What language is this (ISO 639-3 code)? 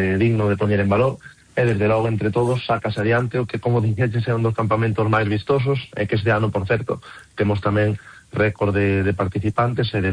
glg